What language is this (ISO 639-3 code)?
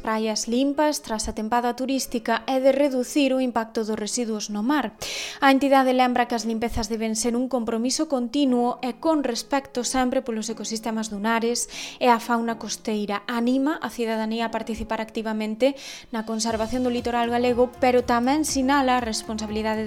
glg